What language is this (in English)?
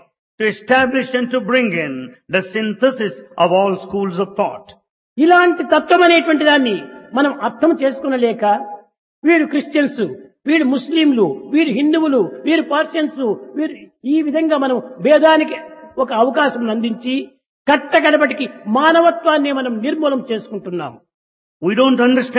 Telugu